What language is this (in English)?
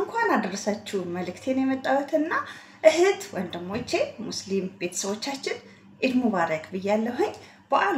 Amharic